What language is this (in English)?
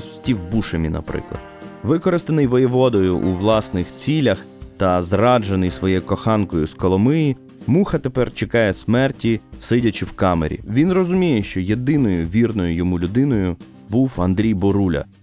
Ukrainian